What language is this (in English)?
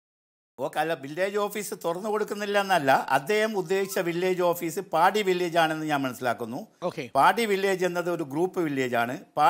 Malayalam